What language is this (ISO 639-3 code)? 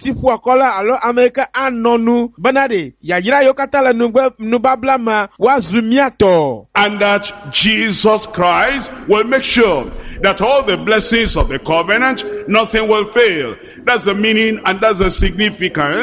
ewe